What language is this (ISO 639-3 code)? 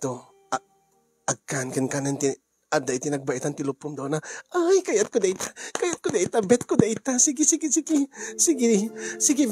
ilo